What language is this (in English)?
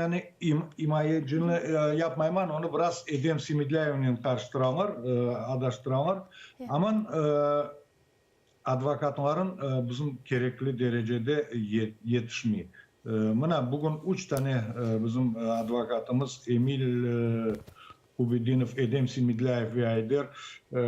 Crimean Tatar